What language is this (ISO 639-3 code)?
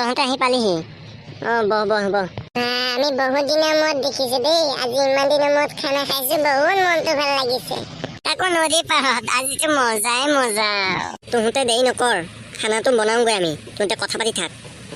asm